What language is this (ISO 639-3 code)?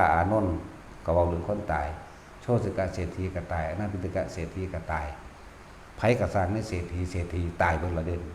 tts